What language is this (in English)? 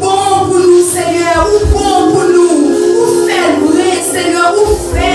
Haitian Creole